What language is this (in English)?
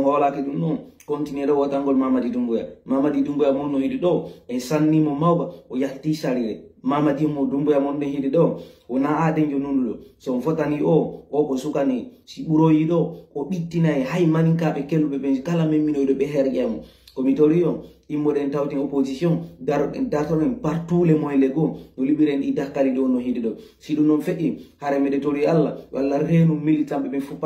Fula